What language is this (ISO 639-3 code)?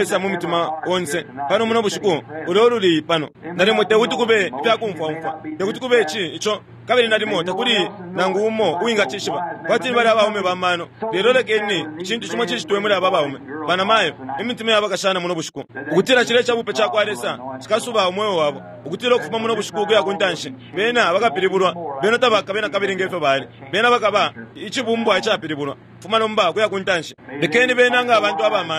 bem